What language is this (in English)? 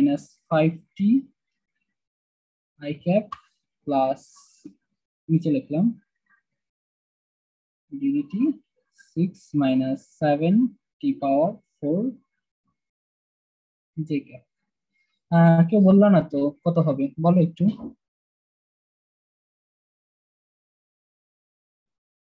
Bangla